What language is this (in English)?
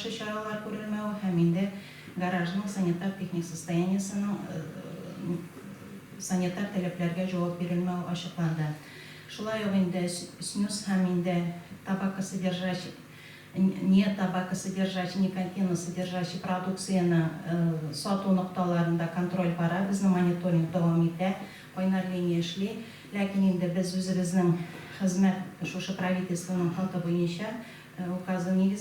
Tatar